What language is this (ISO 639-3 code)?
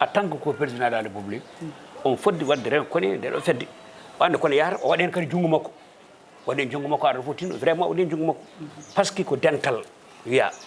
ful